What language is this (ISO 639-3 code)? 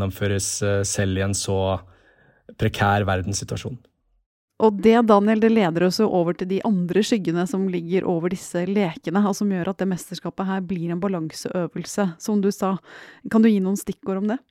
nor